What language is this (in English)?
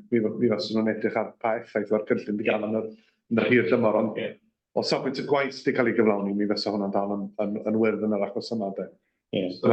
Welsh